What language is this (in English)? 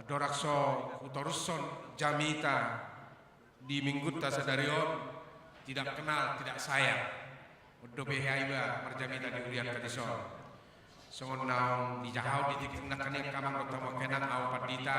Batak Toba